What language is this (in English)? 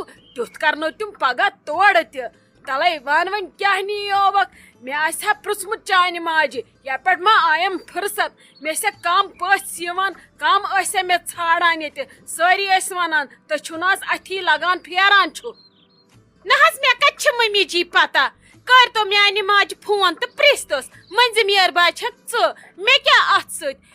Kashmiri